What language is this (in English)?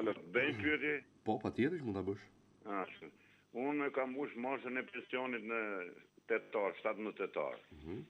Albanian